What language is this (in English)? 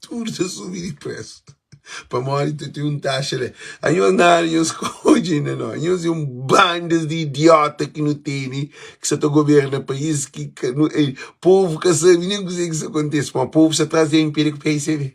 Kabuverdianu